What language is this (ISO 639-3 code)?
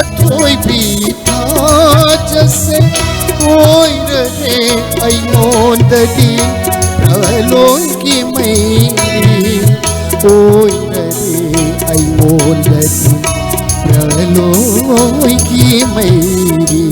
mni